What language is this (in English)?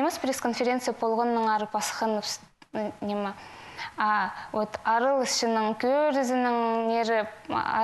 Khakas